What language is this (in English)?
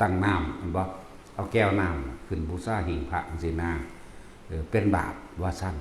Northeastern Thai